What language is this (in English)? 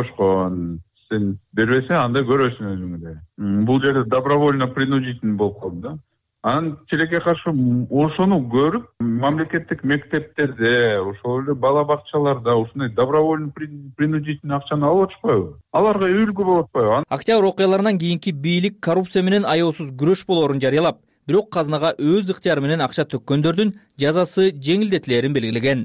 Kyrgyz